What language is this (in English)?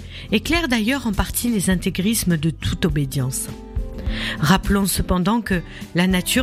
French